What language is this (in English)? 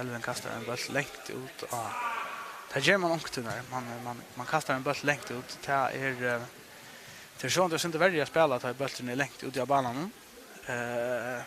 Faroese